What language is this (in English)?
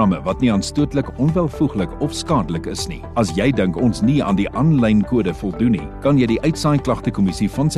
Afrikaans